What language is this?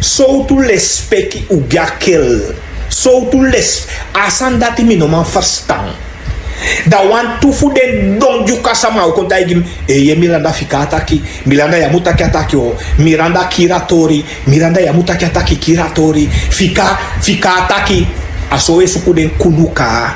Sranan Tongo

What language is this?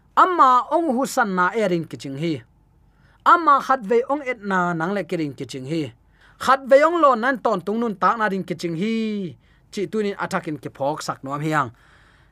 Tedim Chin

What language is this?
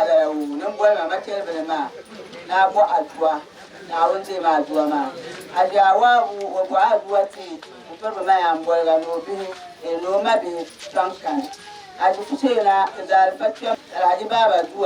Dagbani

